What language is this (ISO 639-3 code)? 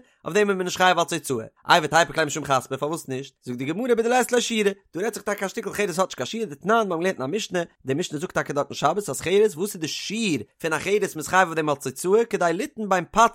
yid